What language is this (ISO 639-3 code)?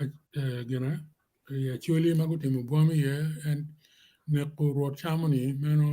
ach